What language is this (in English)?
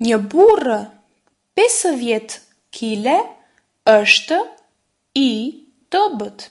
Albanian